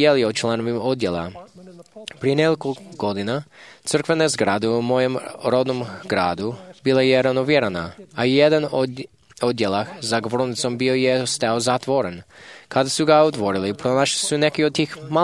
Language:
Croatian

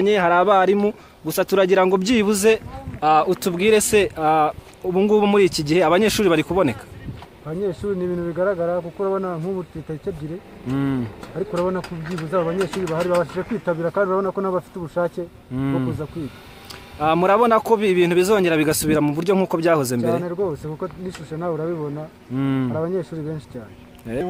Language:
Kinyarwanda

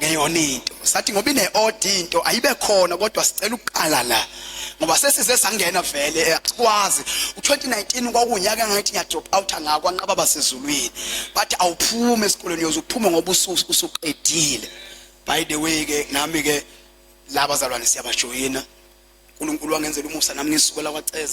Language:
Zulu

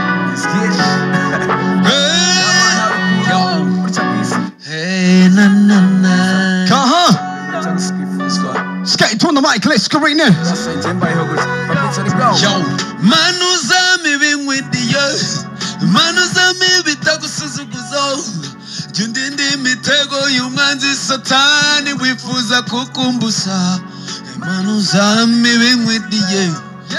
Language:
Kinyarwanda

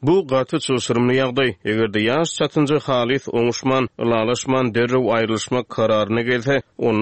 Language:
Turkmen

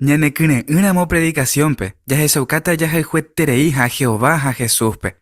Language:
Guarani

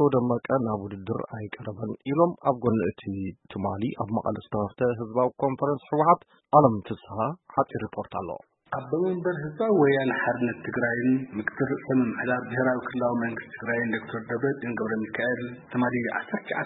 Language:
Tigrinya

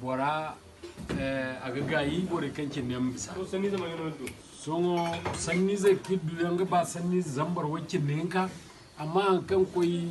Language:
Zarma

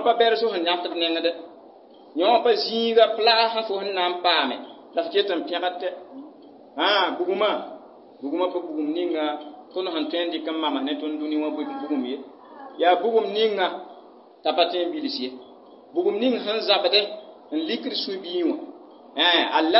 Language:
Mossi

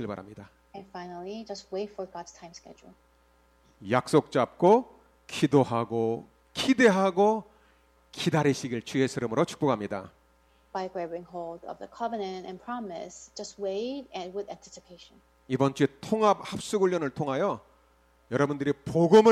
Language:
Korean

